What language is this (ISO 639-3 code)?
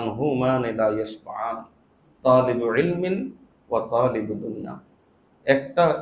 ben